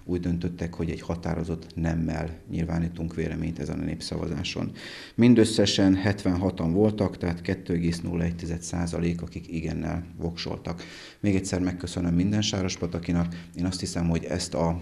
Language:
Hungarian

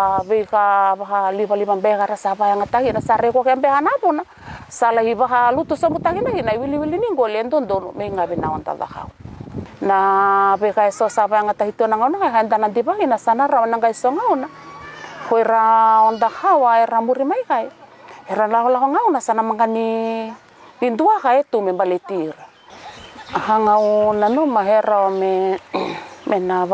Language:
Fijian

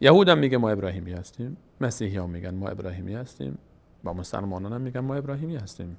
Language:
Persian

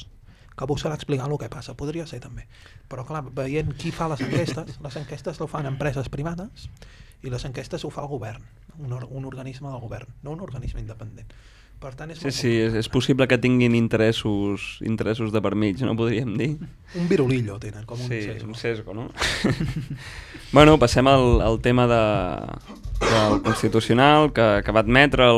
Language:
Catalan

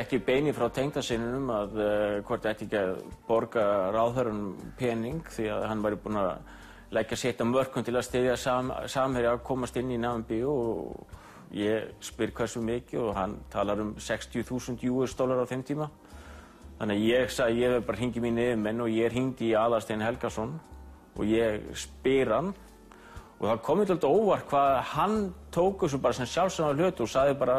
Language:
Icelandic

